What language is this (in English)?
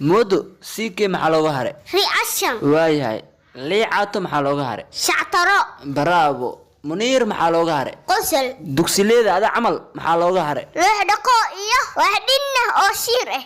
Somali